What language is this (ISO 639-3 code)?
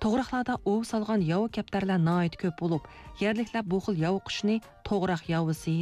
uig